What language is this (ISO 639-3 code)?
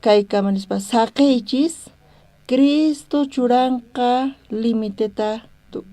quh